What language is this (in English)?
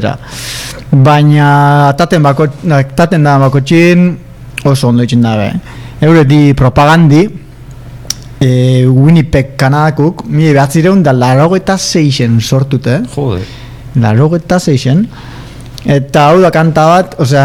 Basque